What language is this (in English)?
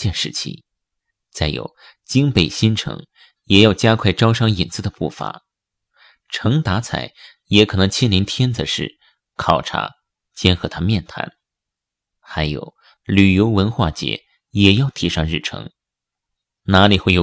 Chinese